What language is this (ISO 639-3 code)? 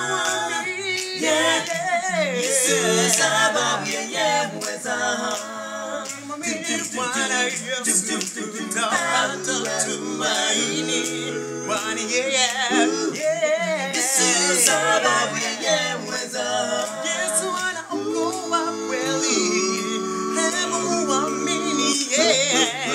swa